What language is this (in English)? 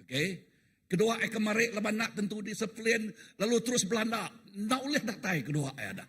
Iban